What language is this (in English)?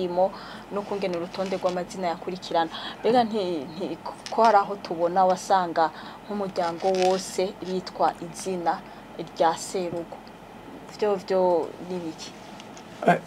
Rundi